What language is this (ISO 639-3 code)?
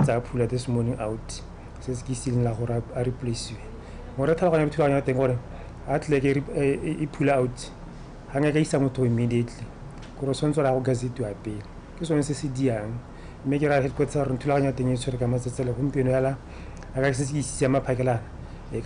tsn